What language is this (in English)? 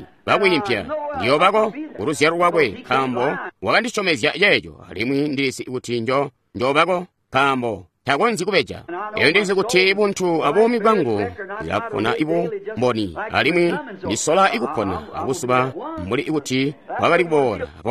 Tonga (Zambia)